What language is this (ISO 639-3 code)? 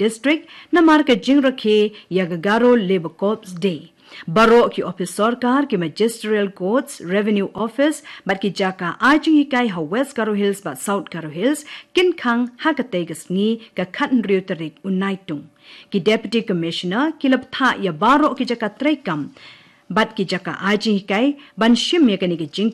kha